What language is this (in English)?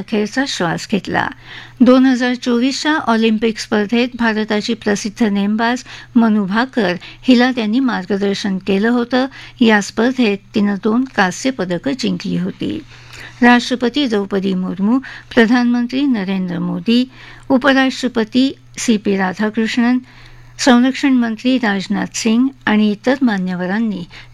Marathi